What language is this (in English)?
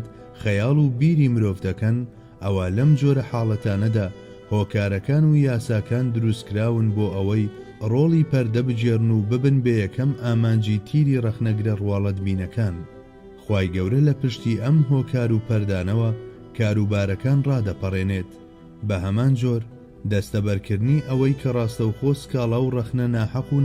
Central Kurdish